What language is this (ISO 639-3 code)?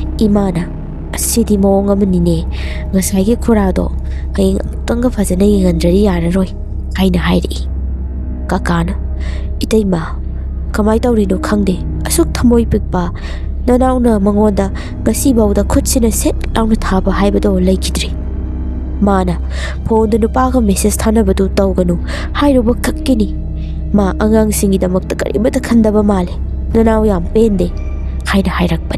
mni